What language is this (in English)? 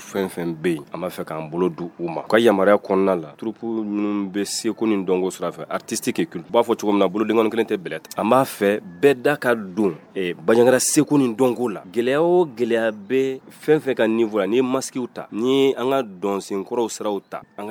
Bambara